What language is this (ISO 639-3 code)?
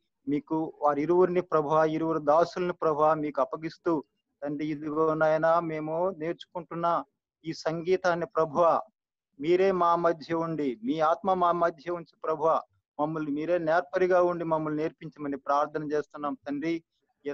tel